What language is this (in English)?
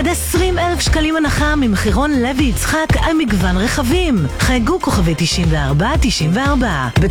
Hebrew